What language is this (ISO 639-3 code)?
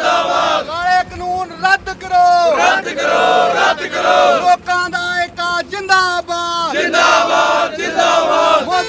pan